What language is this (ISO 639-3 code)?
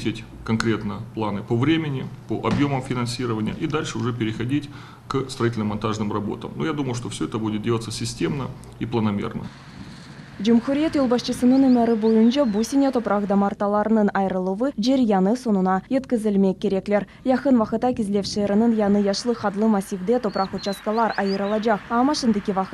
crh